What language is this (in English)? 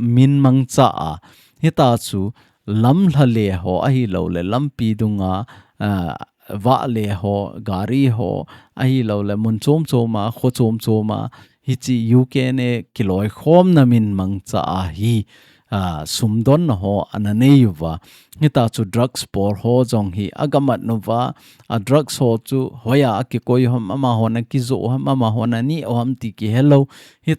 Thado Chin